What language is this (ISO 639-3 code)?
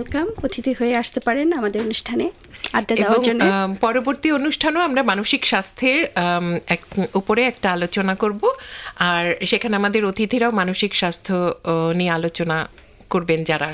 ben